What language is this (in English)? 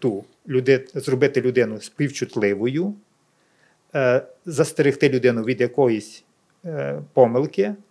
Ukrainian